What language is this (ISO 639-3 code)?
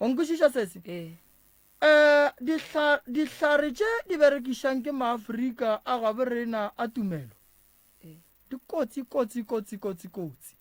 nso